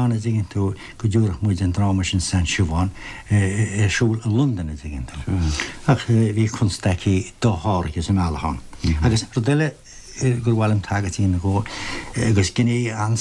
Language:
Irish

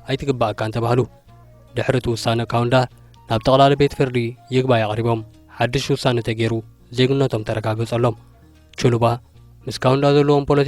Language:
Tigrinya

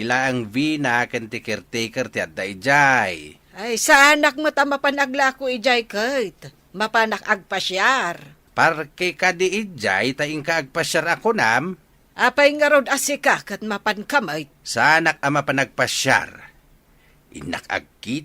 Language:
Iloko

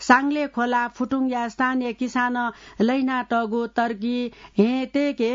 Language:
Newari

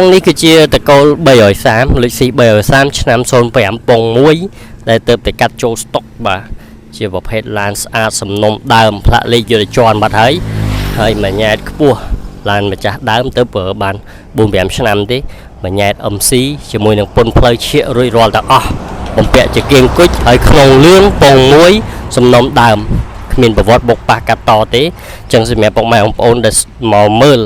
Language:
Khmer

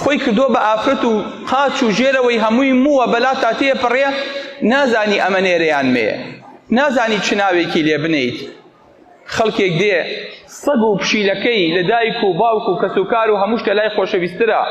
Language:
Central Kurdish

